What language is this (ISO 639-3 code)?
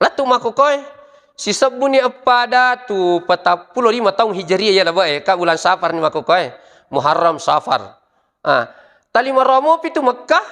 bug